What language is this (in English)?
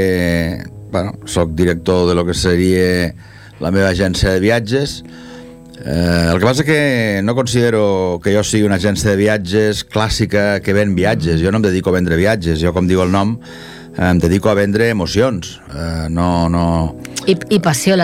Catalan